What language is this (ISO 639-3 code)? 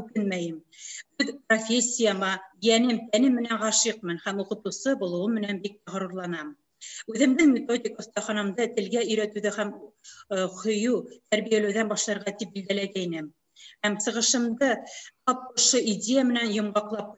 bak